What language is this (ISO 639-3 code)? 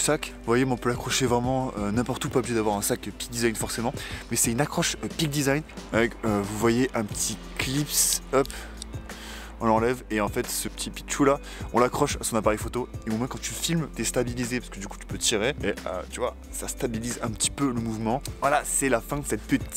fra